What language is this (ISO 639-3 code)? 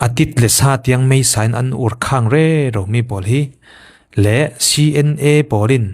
cfm